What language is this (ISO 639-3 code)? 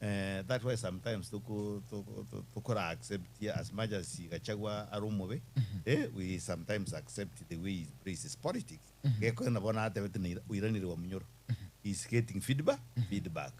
guz